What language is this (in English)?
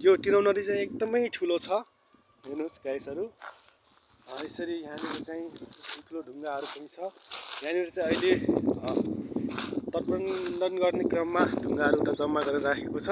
Nepali